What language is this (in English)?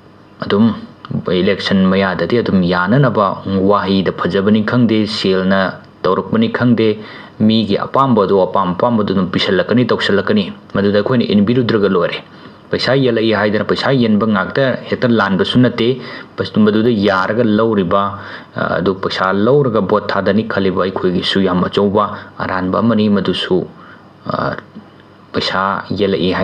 Manipuri